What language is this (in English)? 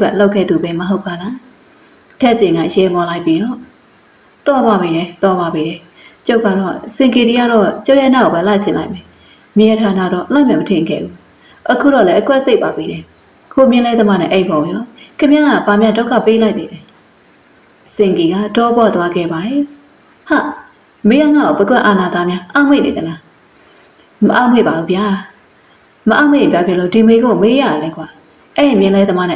Burmese